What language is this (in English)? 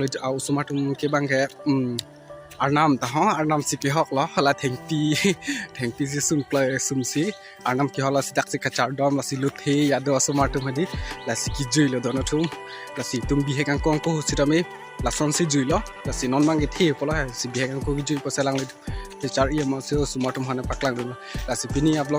Karbi